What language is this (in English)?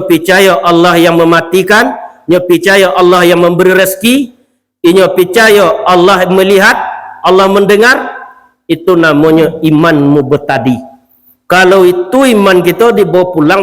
Minangkabau